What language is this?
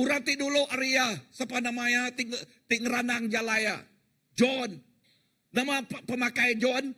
Iban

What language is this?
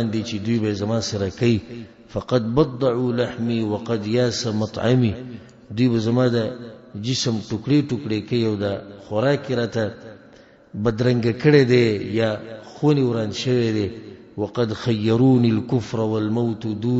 Pashto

